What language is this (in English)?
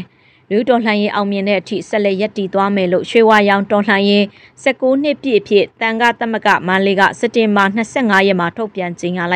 Burmese